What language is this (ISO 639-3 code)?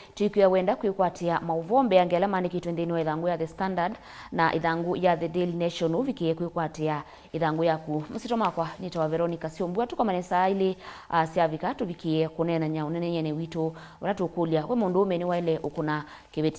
kam